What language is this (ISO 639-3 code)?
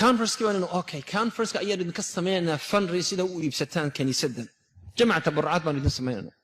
som